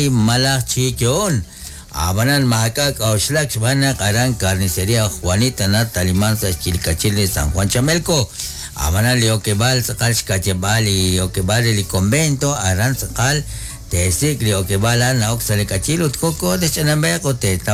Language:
Kekchí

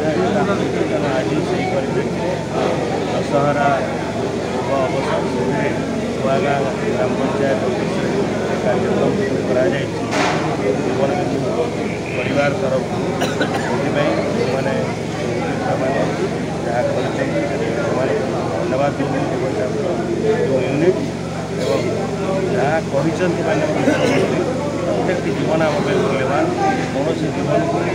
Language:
Odia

